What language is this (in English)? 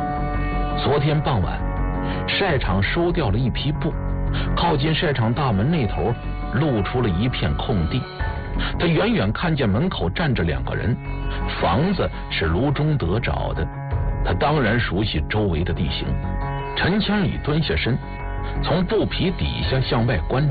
Chinese